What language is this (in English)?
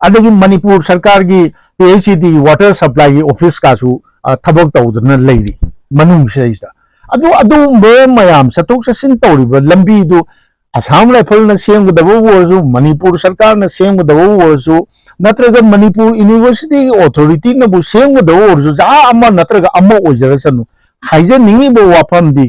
Manipuri